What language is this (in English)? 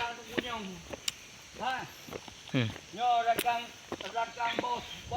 Achinese